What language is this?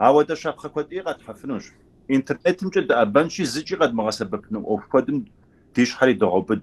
Kabardian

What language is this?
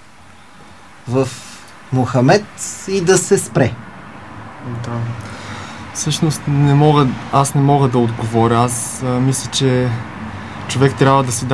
Bulgarian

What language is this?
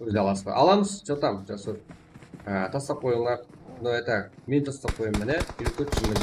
Kara-Kalpak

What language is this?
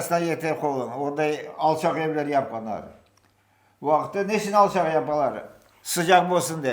Crimean Tatar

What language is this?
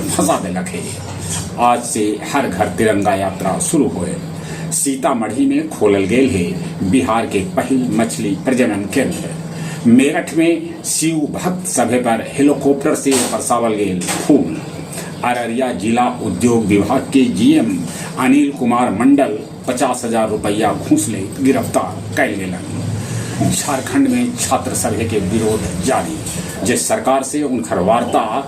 Magahi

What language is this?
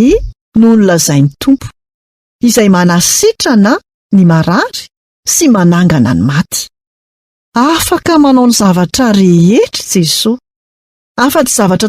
Malagasy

